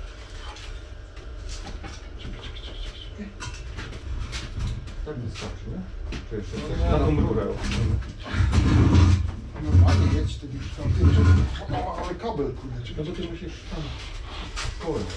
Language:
Polish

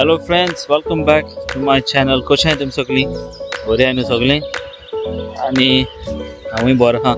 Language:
Konkani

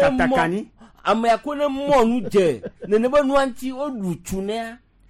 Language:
Gen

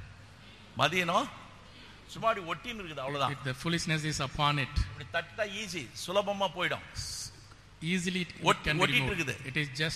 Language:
Tamil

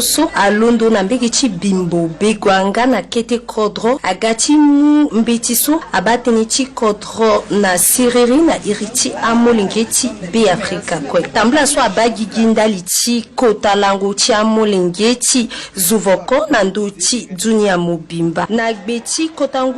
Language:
Sango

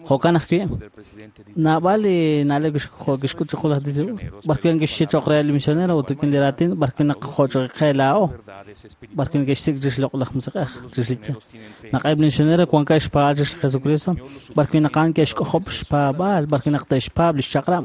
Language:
Kekchí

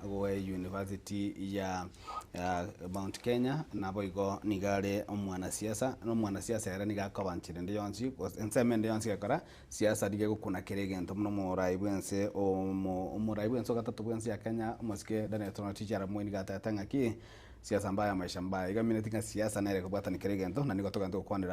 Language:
Gusii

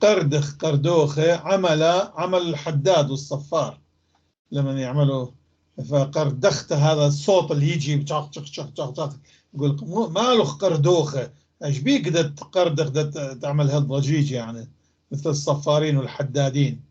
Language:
North Levantine Arabic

